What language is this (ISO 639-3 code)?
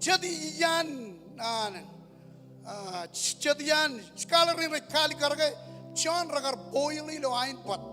mah